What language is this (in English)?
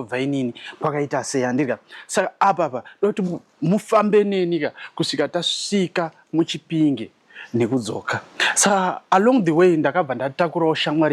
Shona